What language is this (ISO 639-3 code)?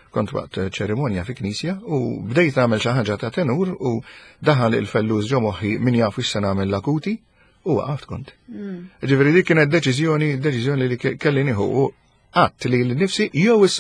mlt